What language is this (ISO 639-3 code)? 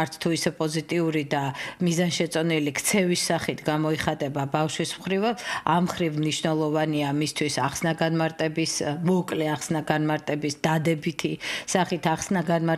kat